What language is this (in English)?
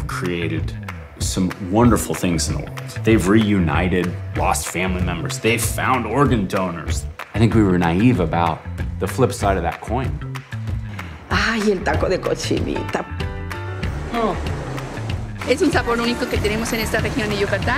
English